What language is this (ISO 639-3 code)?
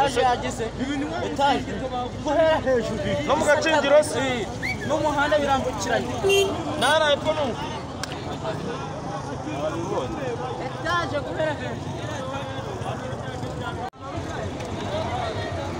kin